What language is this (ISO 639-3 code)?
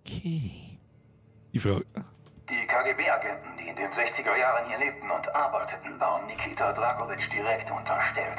bar